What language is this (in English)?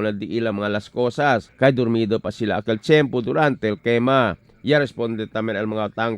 Chavacano